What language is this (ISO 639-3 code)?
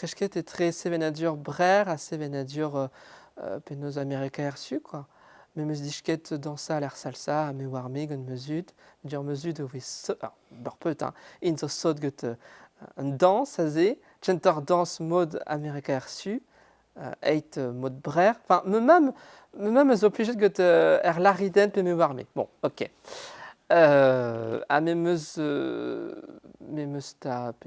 bre